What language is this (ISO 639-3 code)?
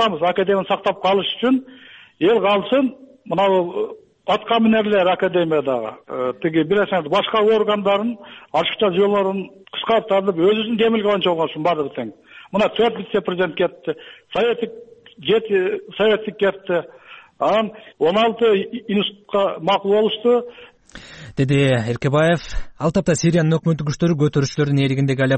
kir